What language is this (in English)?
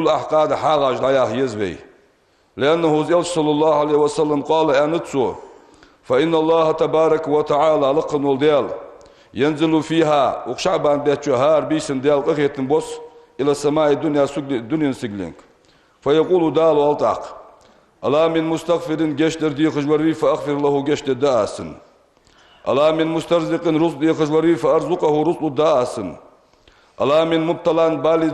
Ingush